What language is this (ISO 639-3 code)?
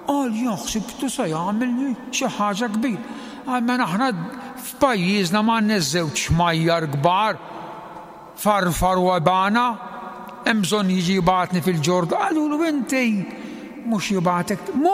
mlt